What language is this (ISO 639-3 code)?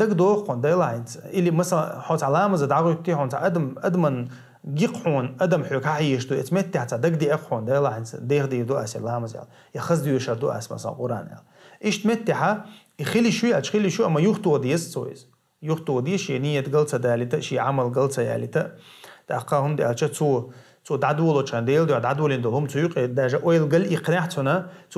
che